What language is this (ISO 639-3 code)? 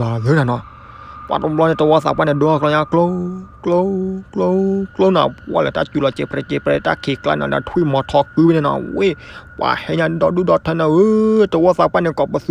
ksw